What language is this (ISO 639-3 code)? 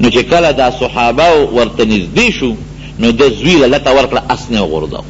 pus